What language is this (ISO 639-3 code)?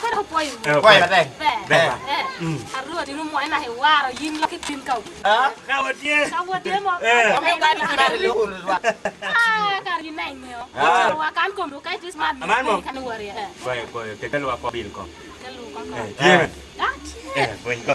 laj